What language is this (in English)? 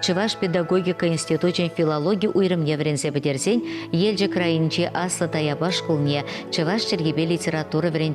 Chuvash